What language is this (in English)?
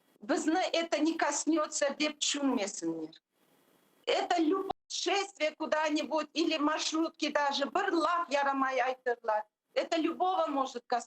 Crimean Tatar